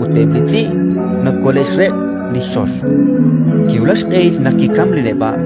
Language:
Kekchí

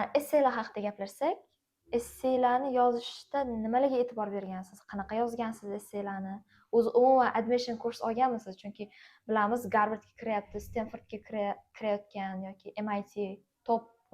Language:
Uzbek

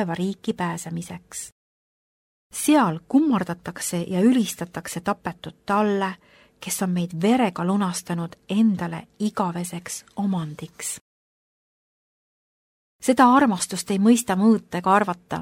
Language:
Estonian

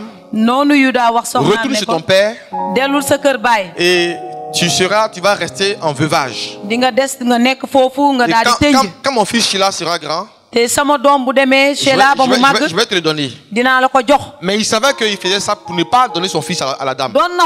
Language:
French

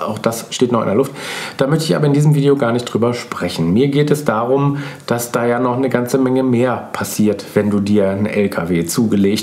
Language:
German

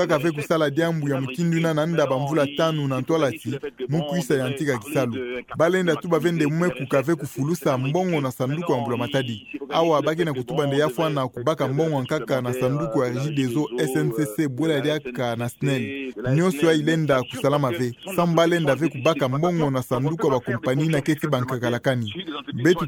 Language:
Kituba (Democratic Republic of Congo)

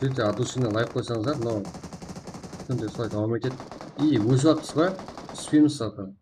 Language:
Kara-Kalpak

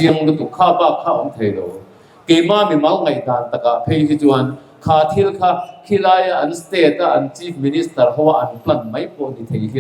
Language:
Mizo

